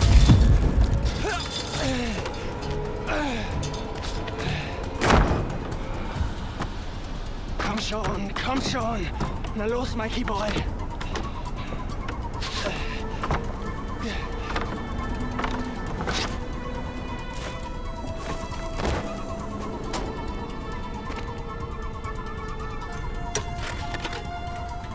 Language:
German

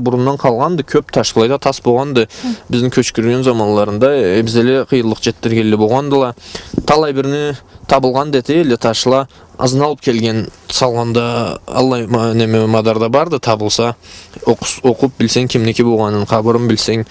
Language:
Karachay-Balkar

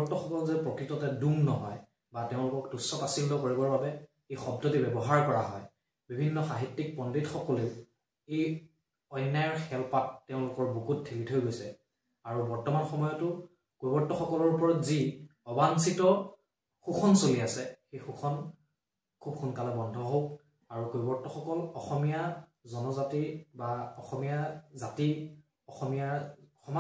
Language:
Assamese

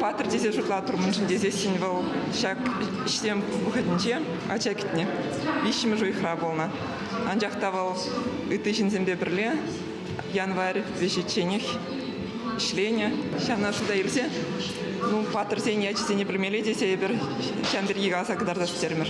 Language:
Chuvash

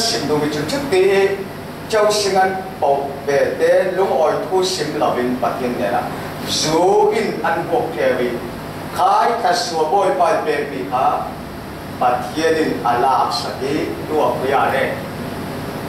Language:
Falam Chin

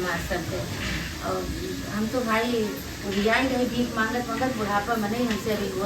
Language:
Awadhi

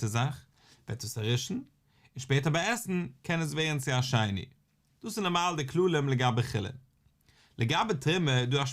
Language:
Yiddish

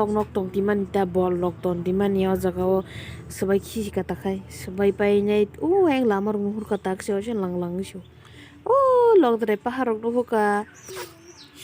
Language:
Kok Borok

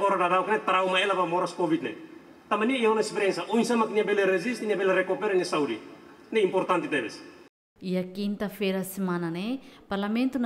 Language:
Tetum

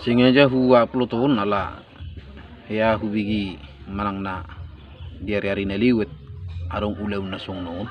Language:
Batak Toba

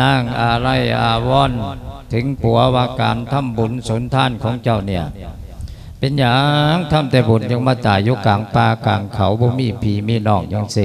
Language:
Lao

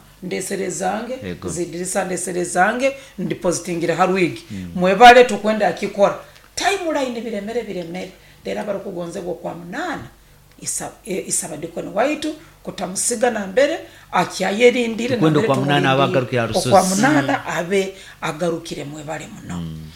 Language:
Nyoro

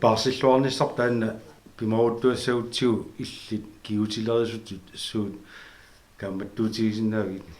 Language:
Kalaallisut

